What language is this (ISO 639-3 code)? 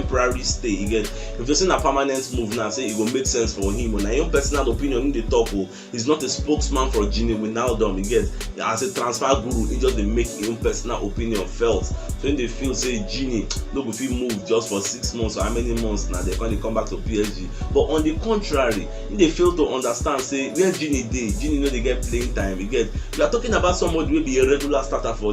pcm